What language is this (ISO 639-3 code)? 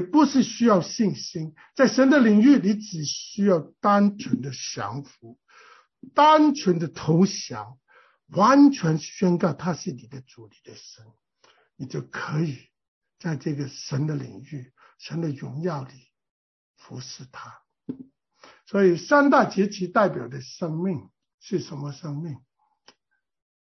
zho